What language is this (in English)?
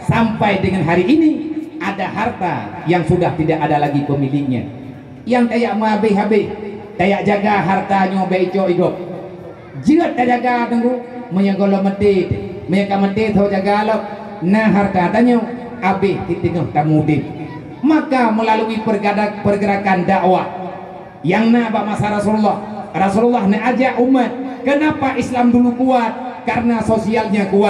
Achinese